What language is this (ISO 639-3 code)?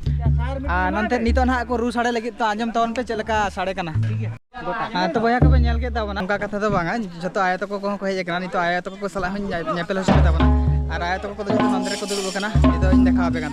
sat